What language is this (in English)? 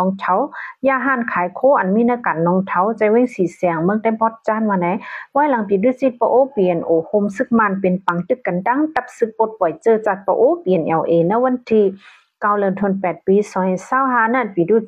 Shan